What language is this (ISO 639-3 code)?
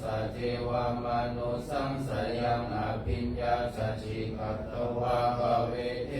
pli